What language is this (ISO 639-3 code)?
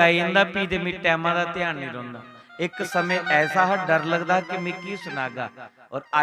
doi